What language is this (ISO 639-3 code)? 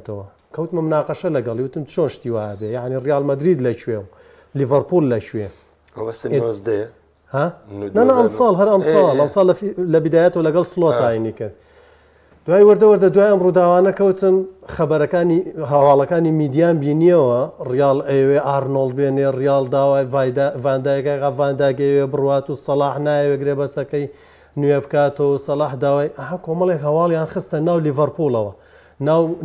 ckb